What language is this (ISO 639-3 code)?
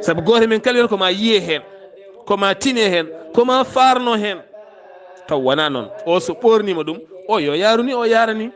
ful